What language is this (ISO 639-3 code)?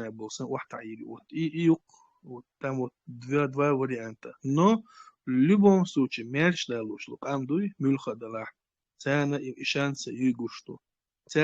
che